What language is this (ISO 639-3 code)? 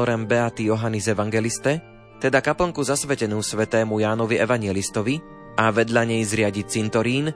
slk